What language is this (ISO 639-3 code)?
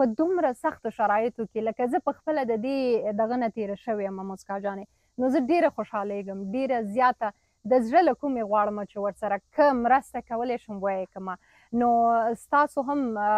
pus